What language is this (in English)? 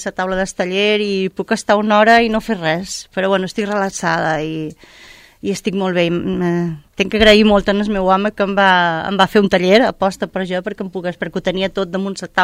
Catalan